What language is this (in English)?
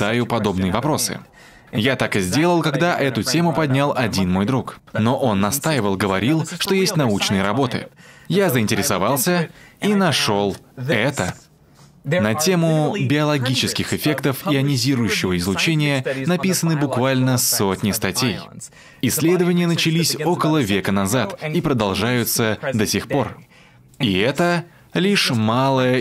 Russian